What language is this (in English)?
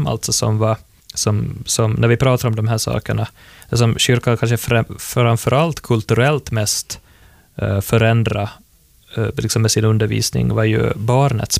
Swedish